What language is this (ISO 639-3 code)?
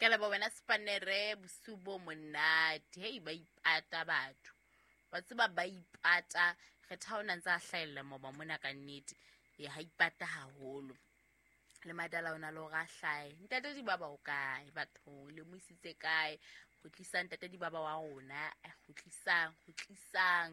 sot